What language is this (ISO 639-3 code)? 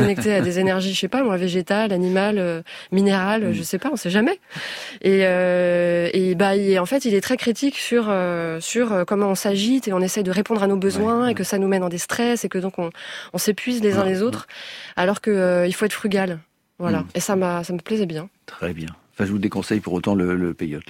fra